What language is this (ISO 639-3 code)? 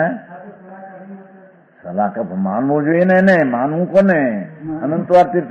guj